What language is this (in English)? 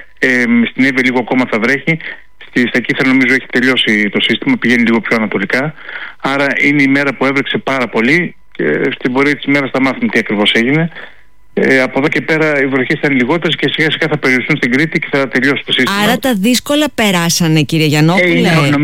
Greek